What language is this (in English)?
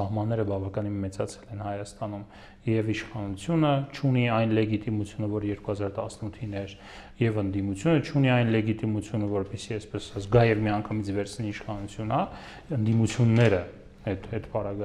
Armenian